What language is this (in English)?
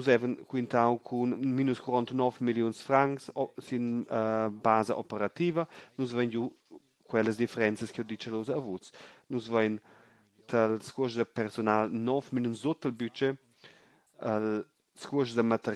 Romansh